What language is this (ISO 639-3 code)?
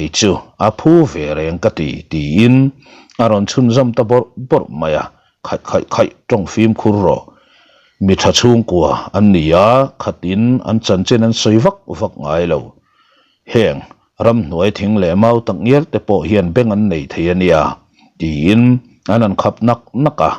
lus